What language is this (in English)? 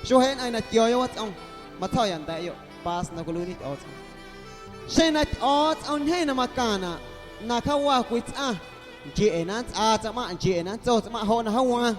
Guerrero Amuzgo